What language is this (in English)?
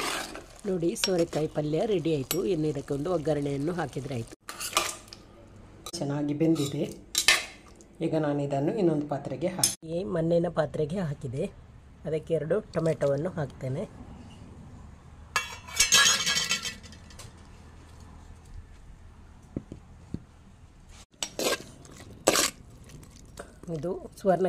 Kannada